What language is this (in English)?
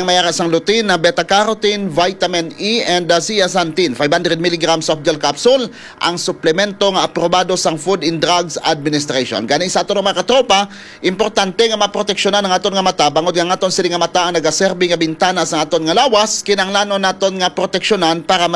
Hiligaynon